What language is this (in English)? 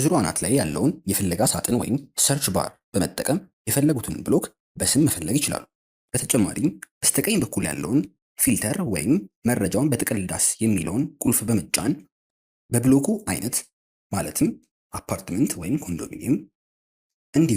Amharic